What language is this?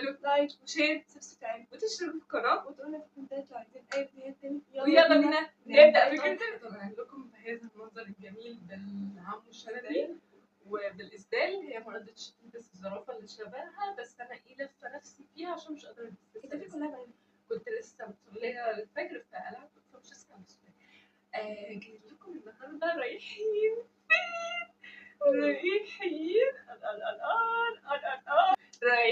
Egyptian Arabic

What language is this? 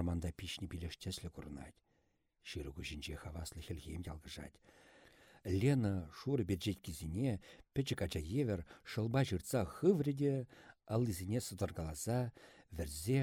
Chuvash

